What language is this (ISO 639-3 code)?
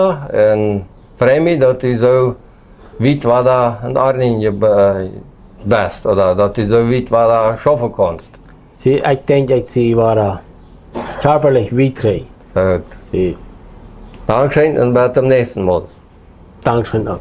pdt